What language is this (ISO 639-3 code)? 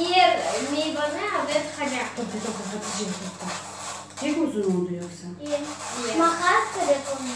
crh